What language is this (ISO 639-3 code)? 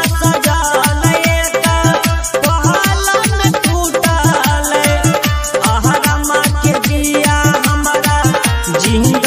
bho